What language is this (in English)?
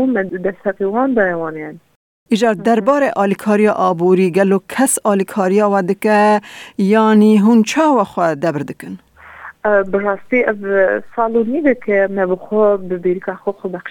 Kurdish